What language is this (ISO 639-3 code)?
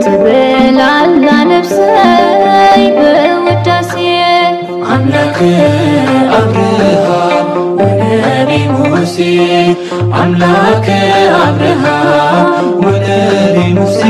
tir